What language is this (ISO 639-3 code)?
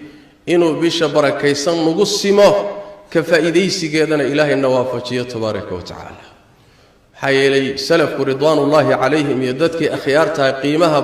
som